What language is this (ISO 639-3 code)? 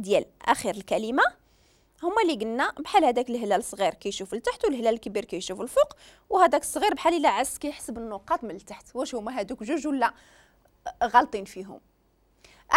ary